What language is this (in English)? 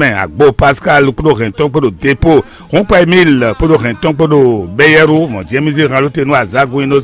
Fon